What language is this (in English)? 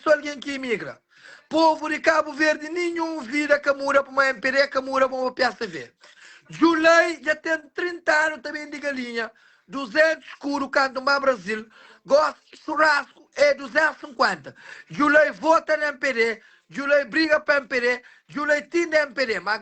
Kabuverdianu